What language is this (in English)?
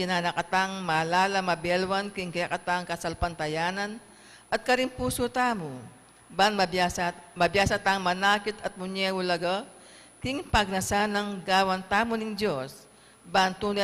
Pampanga